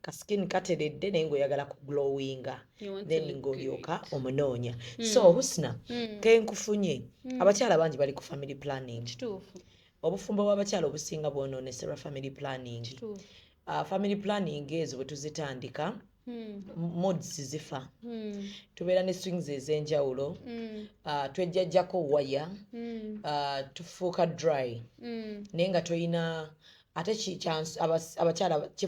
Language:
Ganda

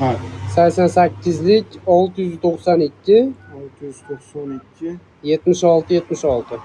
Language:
Uzbek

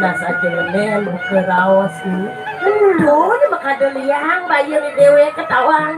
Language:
Balinese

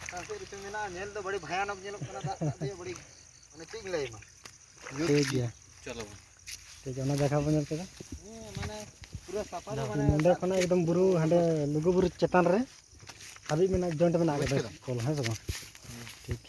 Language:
Santali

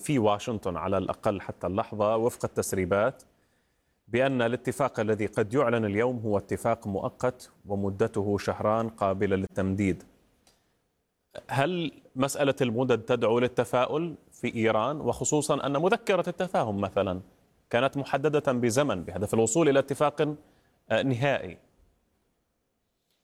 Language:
Arabic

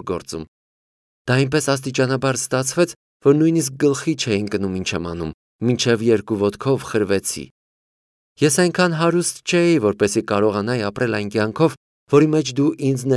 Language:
Armenian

